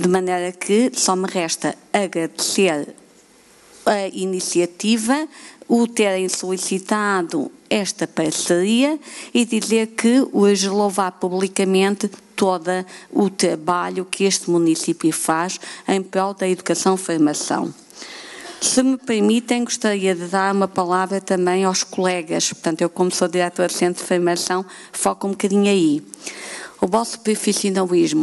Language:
Portuguese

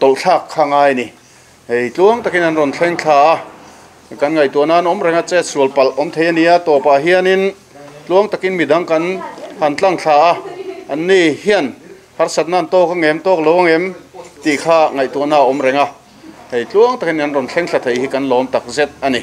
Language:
Mizo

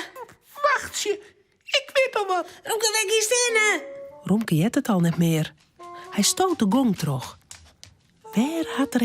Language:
Western Frisian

